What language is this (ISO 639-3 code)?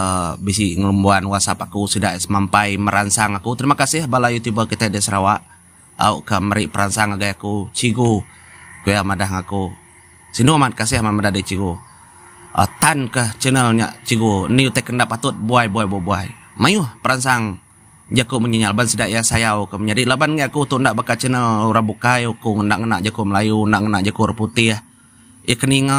iba